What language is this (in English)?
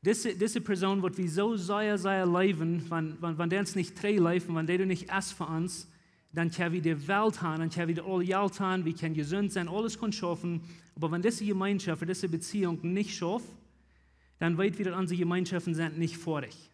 Plautdietsch